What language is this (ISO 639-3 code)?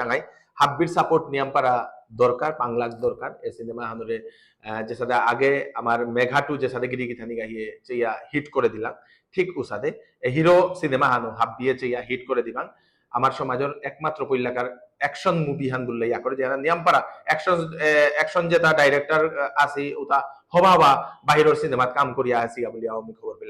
bpy